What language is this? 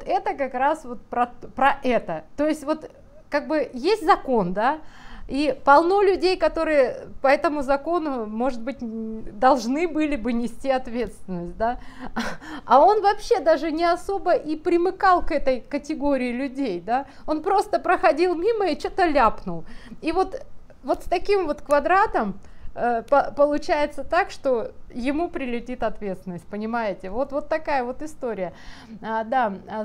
Russian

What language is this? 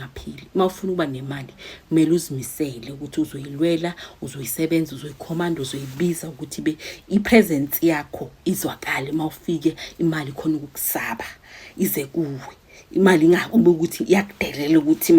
Zulu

